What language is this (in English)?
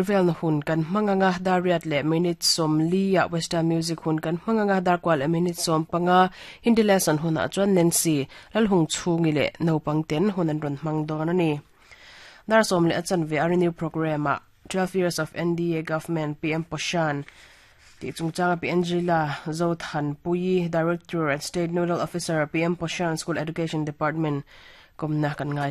Mizo